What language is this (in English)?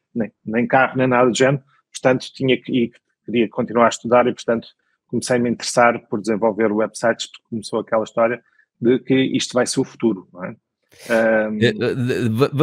Portuguese